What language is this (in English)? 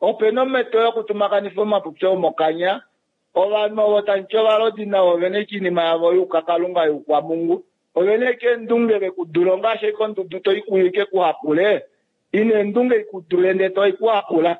Kuanyama